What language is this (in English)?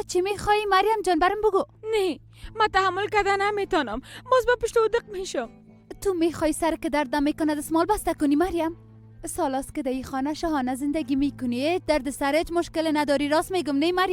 Persian